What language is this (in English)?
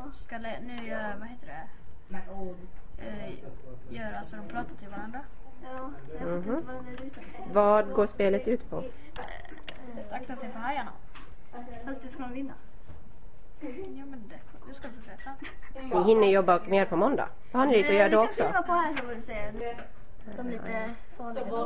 Swedish